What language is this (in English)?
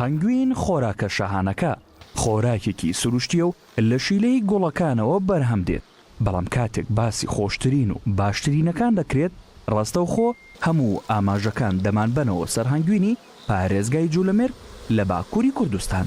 Central Kurdish